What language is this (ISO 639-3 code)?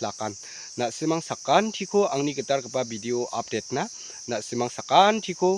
grt